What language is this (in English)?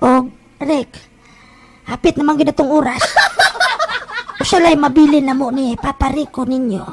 Cebuano